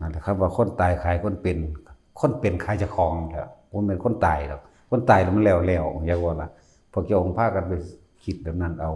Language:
Northeastern Thai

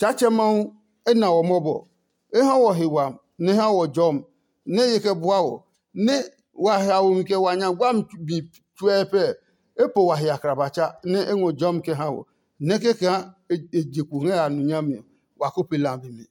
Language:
Adangme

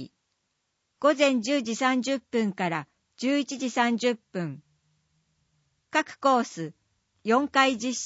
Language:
Japanese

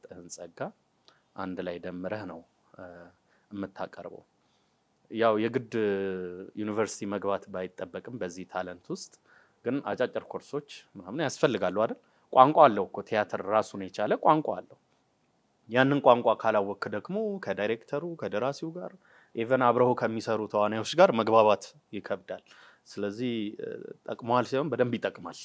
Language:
Amharic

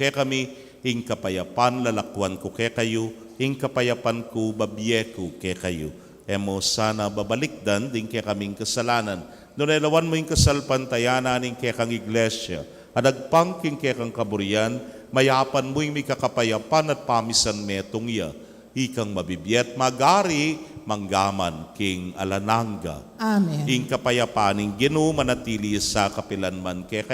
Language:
Pampanga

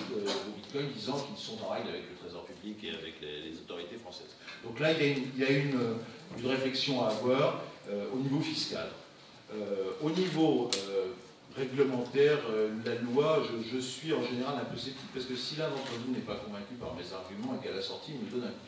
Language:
French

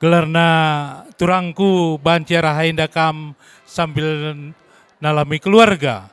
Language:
Batak Karo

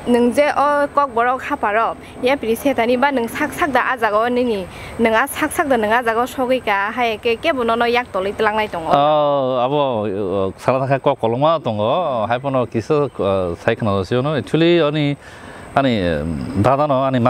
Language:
Kok Borok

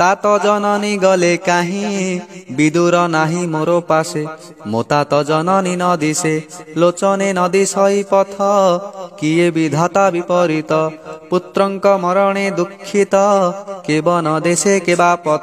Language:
Odia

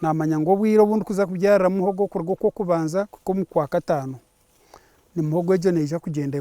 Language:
Nyankole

